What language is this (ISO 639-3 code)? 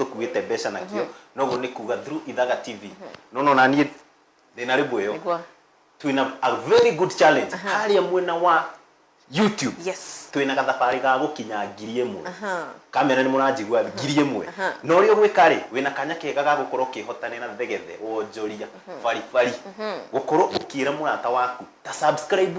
kik